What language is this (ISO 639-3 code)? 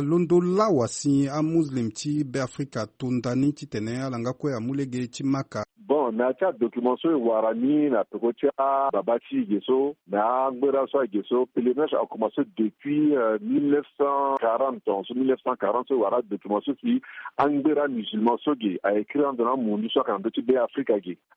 sag